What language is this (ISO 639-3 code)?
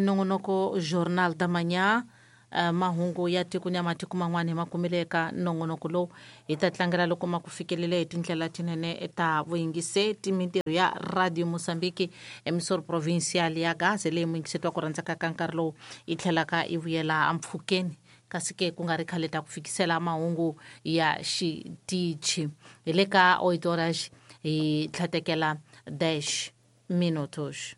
tso